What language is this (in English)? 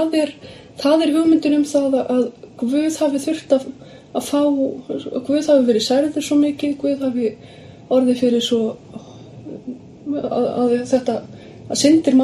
Icelandic